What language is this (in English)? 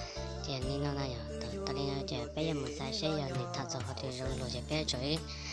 Hmong